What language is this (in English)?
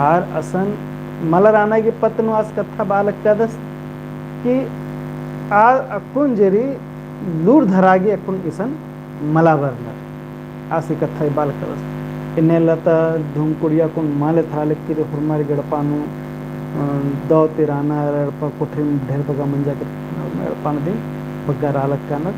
Kurukh